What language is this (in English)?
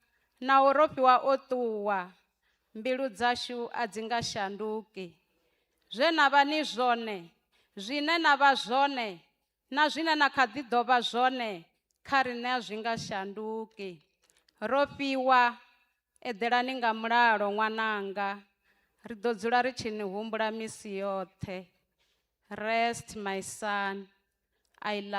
Venda